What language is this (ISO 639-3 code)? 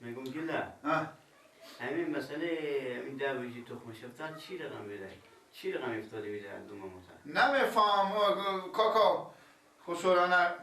fas